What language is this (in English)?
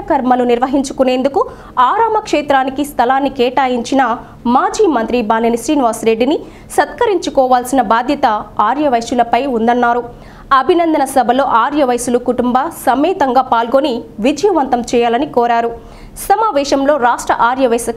Telugu